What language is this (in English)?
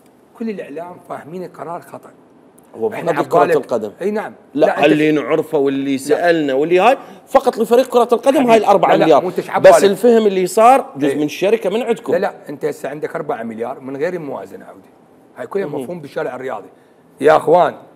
Mesopotamian Arabic